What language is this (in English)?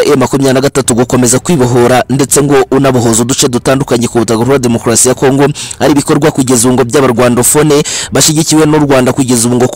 Kinyarwanda